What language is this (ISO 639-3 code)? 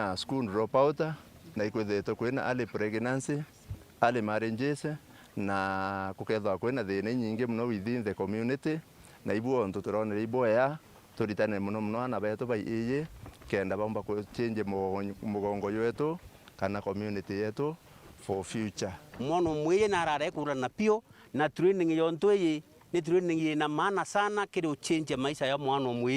mer